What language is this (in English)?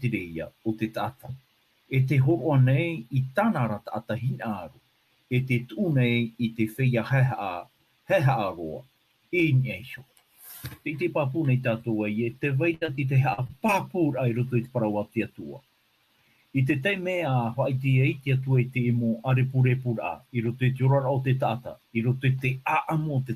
Tahitian